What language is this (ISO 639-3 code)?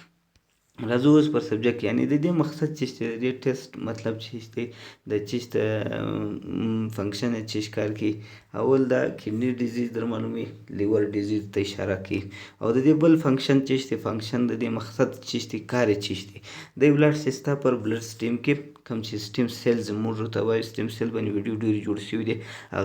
pus